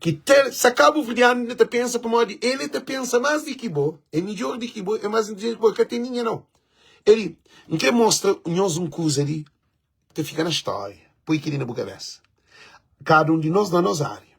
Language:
Kabuverdianu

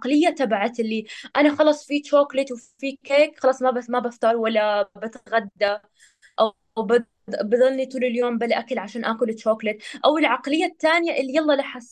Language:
North Levantine Arabic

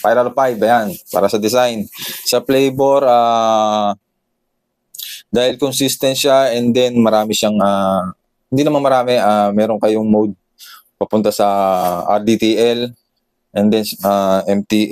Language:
Filipino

